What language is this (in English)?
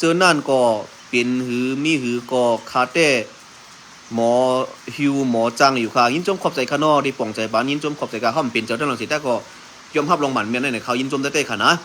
Shan